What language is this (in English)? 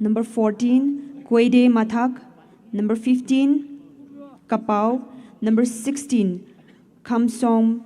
Poumei Naga